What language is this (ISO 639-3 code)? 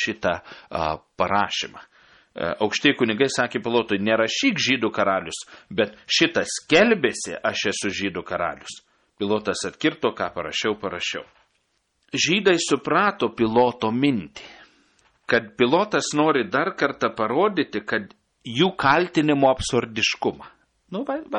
lit